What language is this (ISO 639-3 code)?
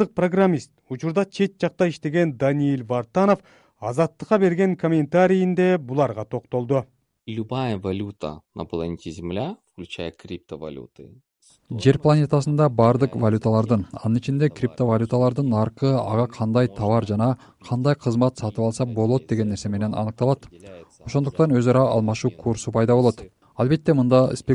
kir